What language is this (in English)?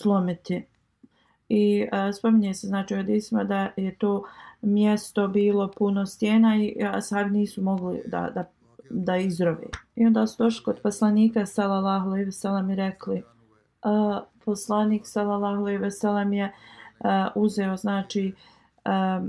Bosnian